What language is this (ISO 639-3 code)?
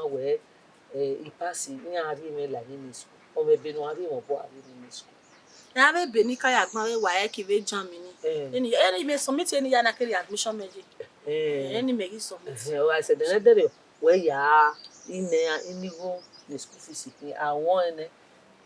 bin